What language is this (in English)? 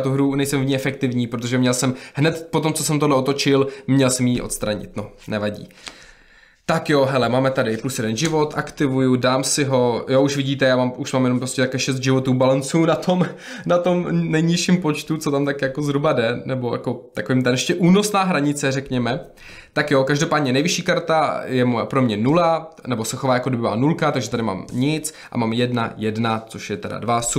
Czech